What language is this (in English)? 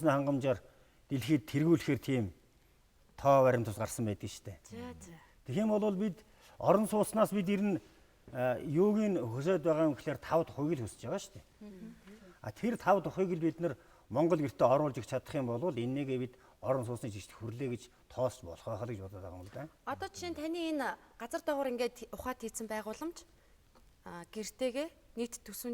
Mongolian